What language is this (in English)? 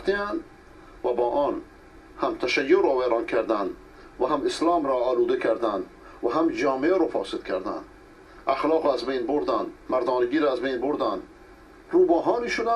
Persian